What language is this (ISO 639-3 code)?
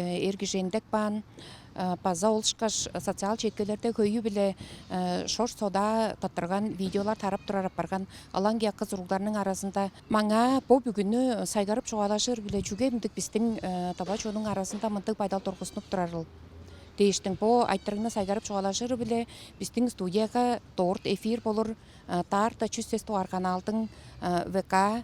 tyv